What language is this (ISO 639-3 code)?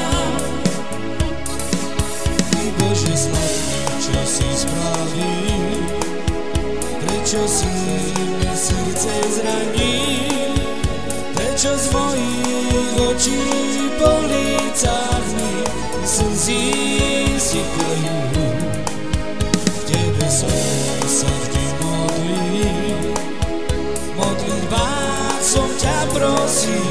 slk